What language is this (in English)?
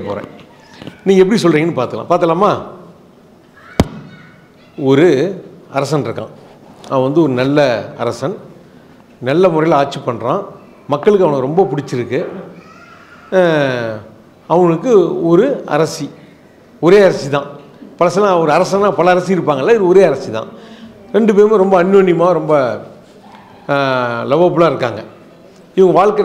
Tamil